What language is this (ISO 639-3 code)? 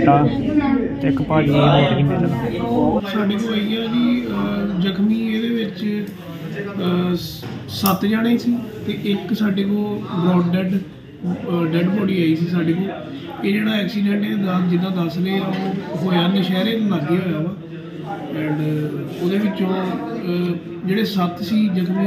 pan